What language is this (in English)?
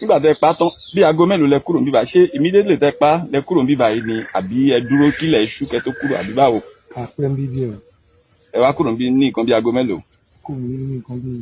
Yoruba